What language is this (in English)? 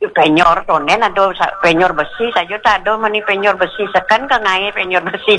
Balinese